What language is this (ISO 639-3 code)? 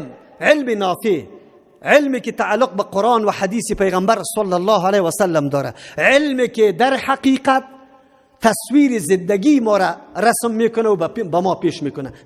fas